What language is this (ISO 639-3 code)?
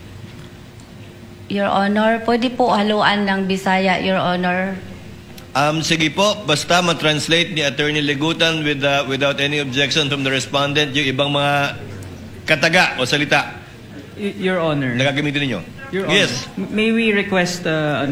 fil